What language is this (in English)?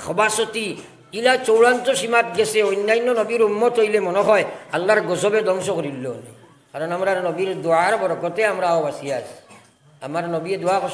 Sylheti